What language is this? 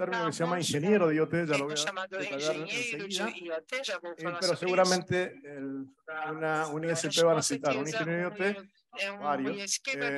Spanish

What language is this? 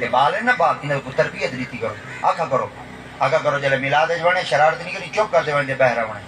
Saraiki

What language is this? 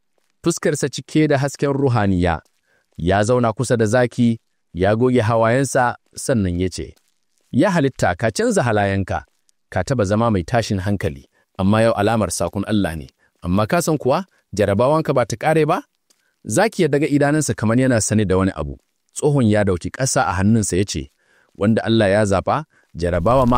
Hausa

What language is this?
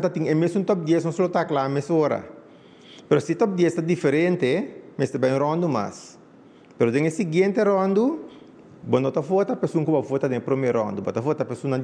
Papiamento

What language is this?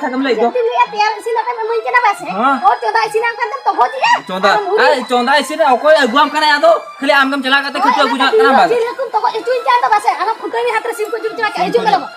Santali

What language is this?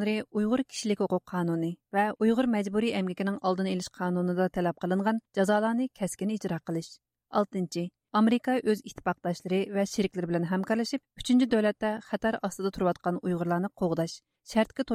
Uyghur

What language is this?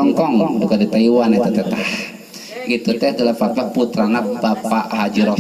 Sundanese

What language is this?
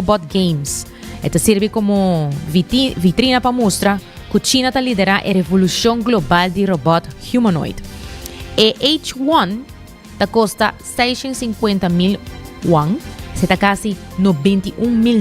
Papiamento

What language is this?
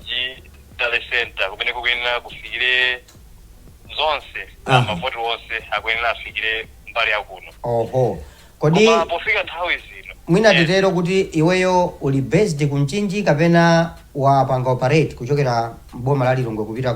Nyanja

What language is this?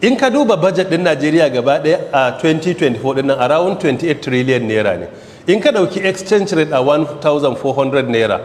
Hausa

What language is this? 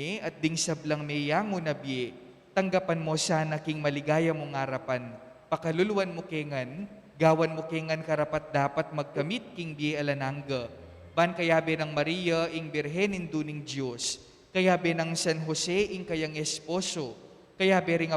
Pampanga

